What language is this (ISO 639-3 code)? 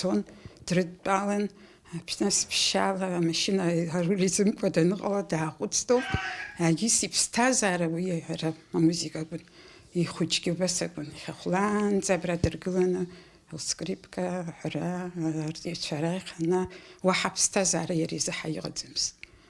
abk